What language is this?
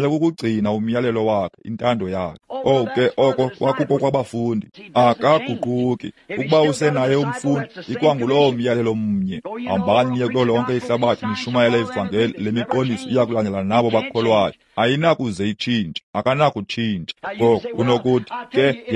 Xhosa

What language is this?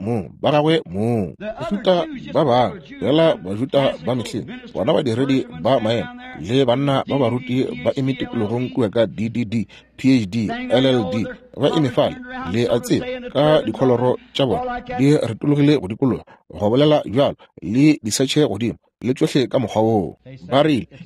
Northern Sotho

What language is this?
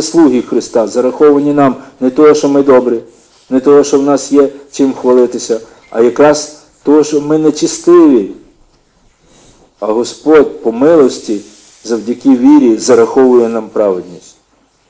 Ukrainian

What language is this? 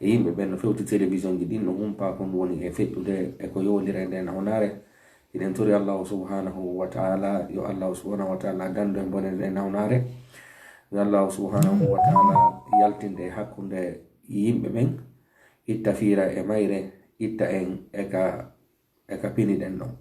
Fula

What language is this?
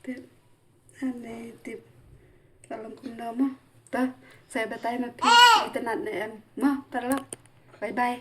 Khasi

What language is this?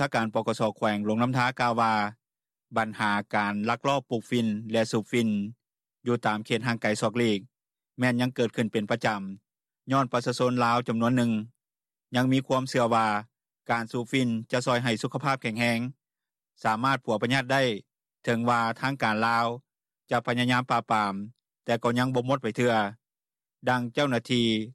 Lao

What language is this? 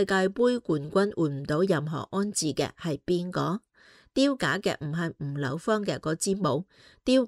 Cantonese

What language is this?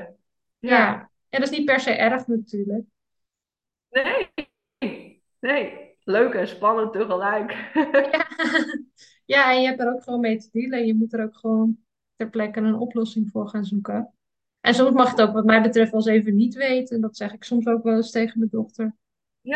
Dutch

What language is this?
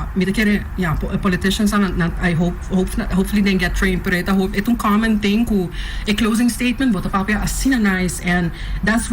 Papiamento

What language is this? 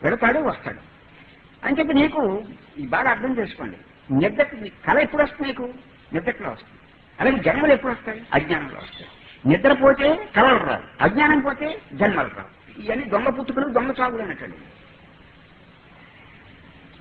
Telugu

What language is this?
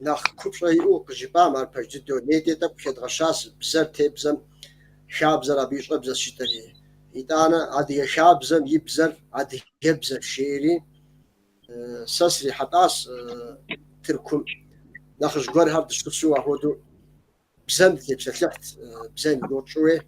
Kabardian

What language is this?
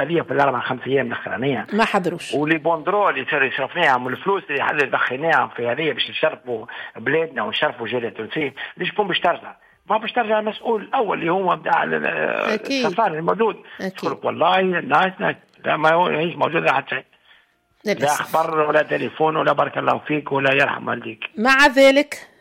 Tunisian Arabic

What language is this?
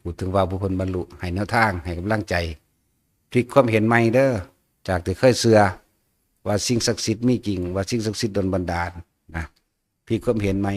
Northeastern Thai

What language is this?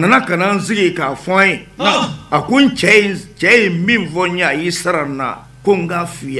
Bambara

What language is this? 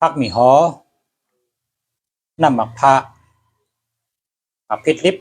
Shan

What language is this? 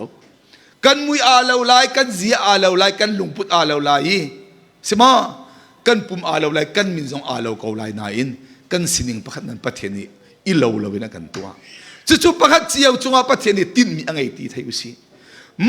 Hakha Chin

